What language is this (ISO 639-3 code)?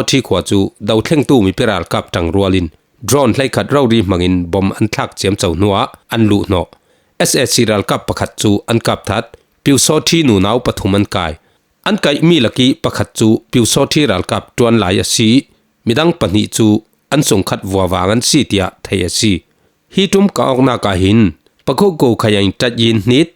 cfm